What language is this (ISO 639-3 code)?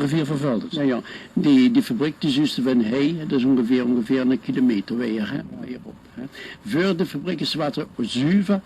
lim